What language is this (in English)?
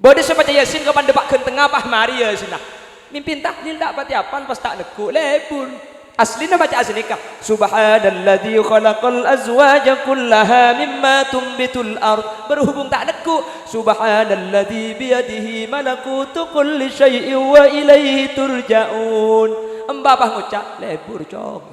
Madurese